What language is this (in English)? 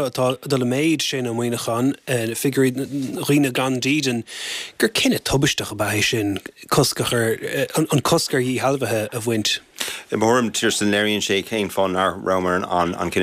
Irish